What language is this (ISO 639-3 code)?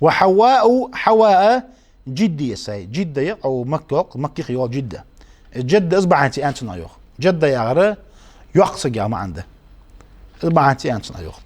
inh